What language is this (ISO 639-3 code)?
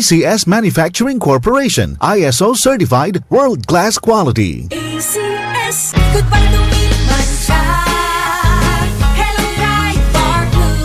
bik